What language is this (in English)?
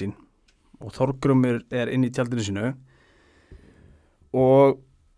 Icelandic